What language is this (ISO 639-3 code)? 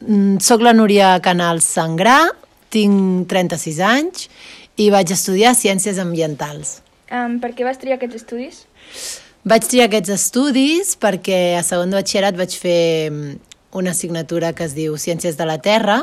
cat